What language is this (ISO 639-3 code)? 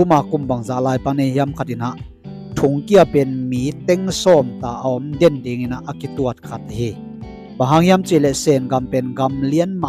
ctd